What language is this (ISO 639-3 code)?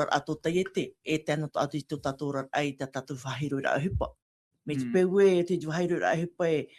tah